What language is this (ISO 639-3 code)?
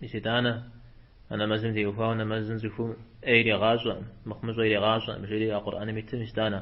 kbd